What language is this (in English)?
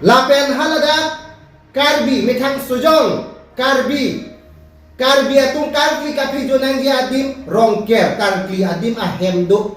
Karbi